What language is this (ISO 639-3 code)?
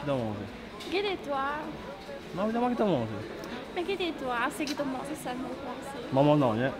mfe